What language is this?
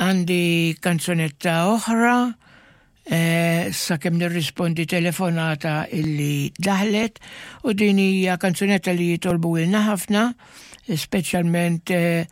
Maltese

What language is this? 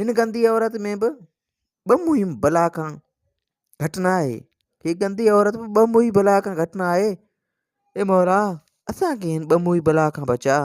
Sindhi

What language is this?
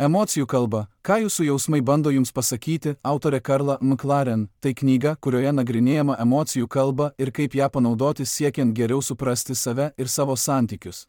Lithuanian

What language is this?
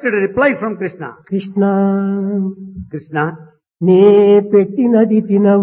Telugu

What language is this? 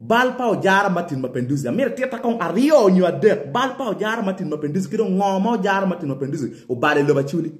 Acoli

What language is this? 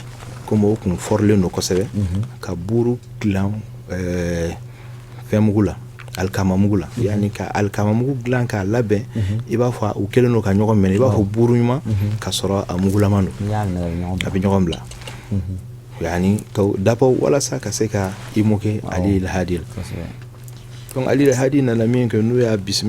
Bambara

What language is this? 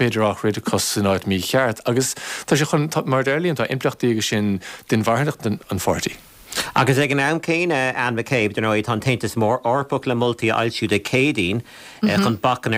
Irish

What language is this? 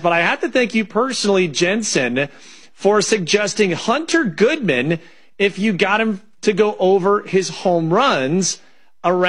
English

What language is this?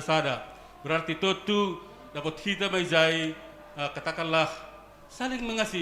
Batak Simalungun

